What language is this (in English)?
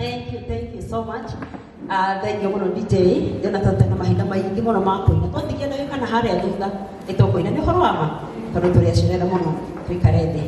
Kikuyu